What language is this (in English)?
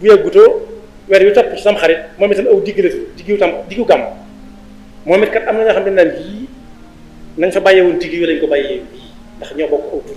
Wolof